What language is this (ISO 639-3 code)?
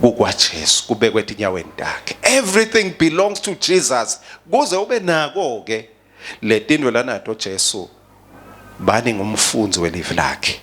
ssw